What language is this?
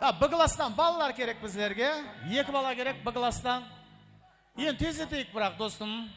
Kara-Kalpak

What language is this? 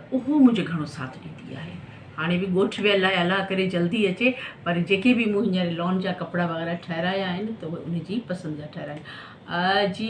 Sindhi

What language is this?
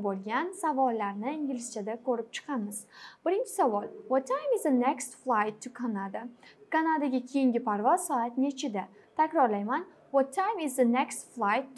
Uzbek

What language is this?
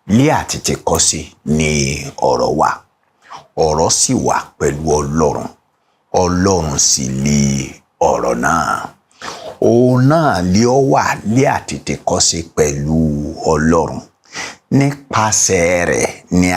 Yoruba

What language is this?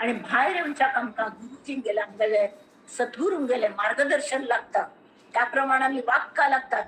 Konkani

